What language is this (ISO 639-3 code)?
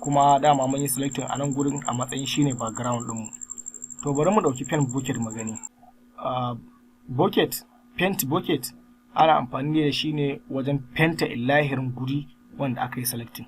hau